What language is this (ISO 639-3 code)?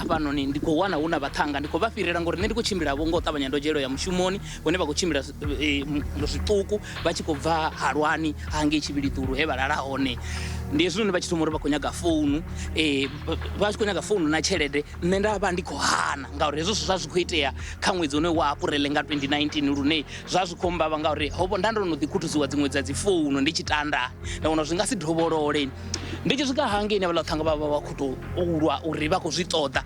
ven